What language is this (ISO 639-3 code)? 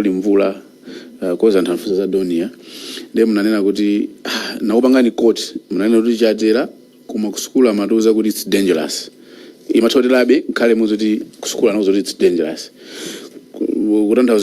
nya